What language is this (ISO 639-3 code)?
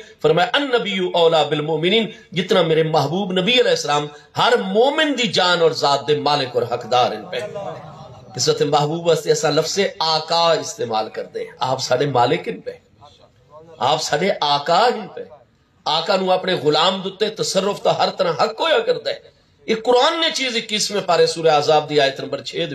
skr